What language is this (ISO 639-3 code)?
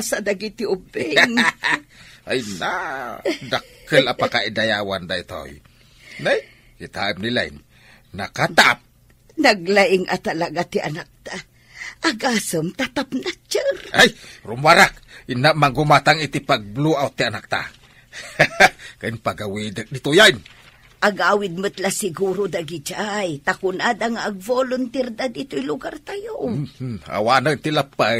ilo